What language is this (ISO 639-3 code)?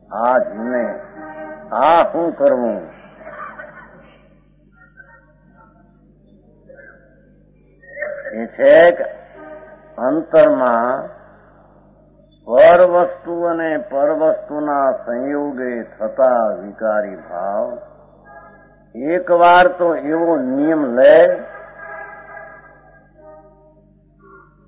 guj